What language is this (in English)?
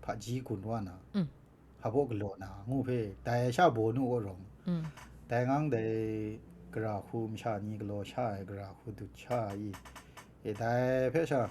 Kachin